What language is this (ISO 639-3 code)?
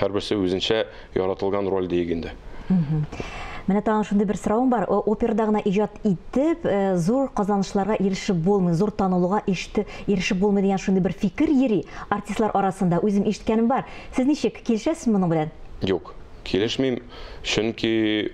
tat